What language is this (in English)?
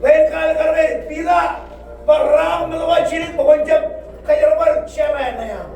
Marshallese